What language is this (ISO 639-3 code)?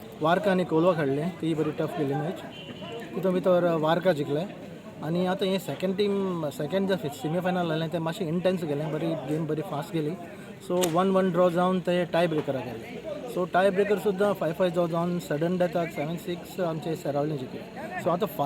kok